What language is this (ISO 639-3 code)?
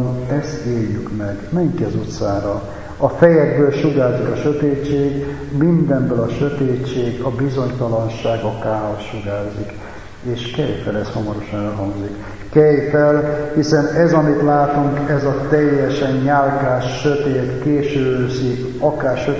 hun